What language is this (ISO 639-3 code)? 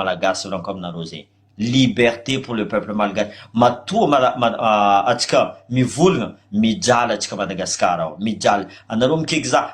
mlg